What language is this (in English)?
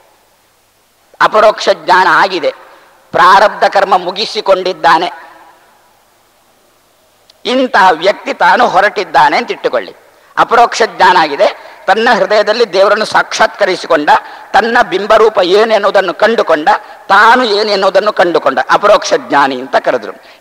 Kannada